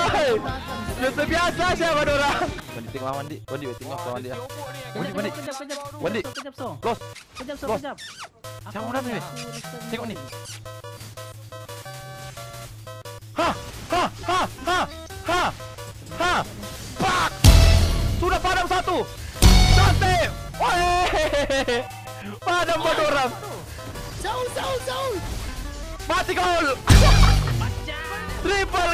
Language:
Malay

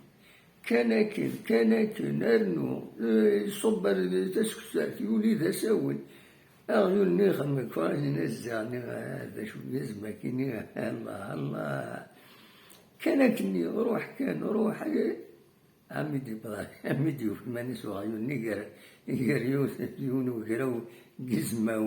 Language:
Kabyle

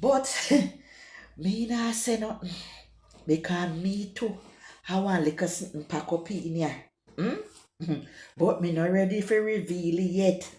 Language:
Jamaican Creole English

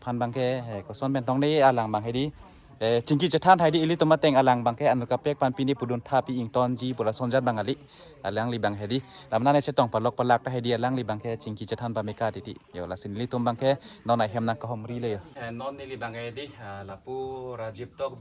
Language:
Karbi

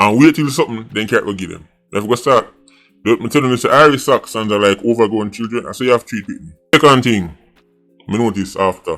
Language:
Jamaican Creole English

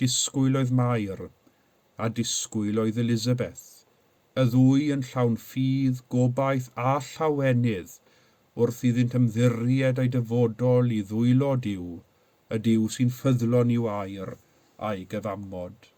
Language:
Welsh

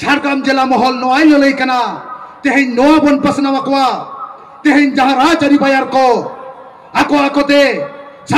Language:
Santali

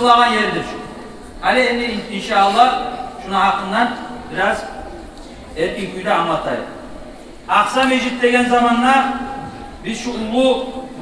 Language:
Kumyk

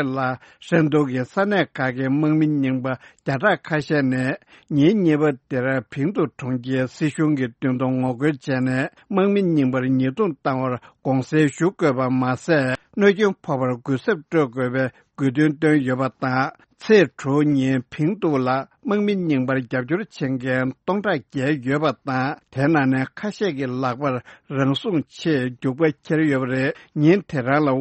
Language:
Tibetan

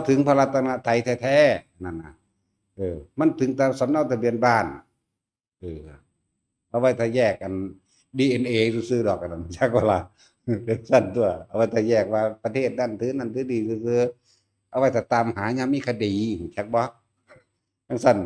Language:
Northeastern Thai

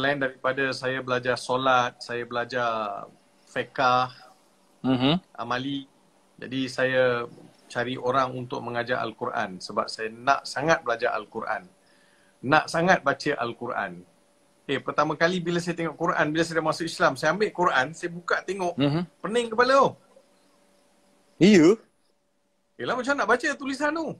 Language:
Malay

